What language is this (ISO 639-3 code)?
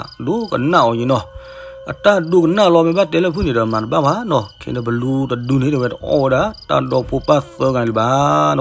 ksw